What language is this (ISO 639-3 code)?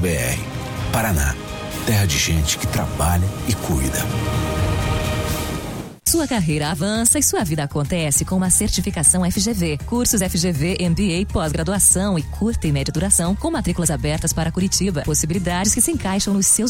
por